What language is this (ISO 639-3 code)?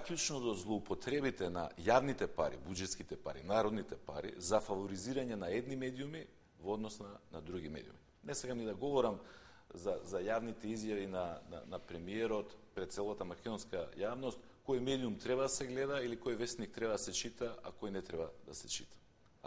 mkd